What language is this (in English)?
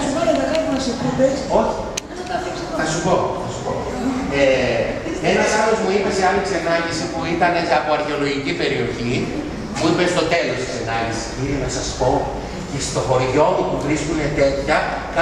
Greek